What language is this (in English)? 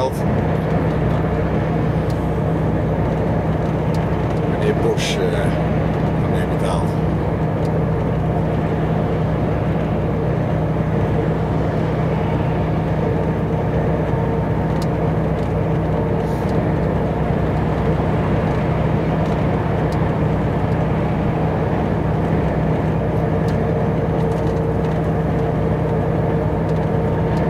Dutch